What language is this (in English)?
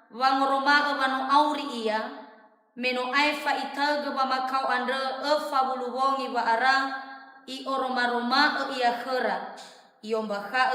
Nias